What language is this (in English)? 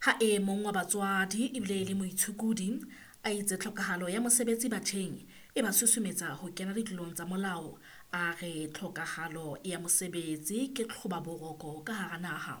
Southern Sotho